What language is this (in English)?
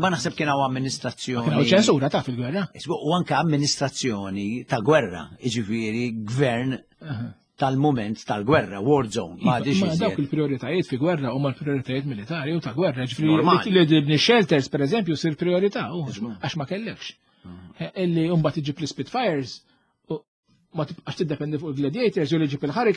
Maltese